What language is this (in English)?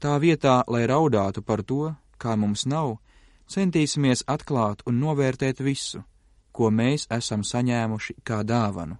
Latvian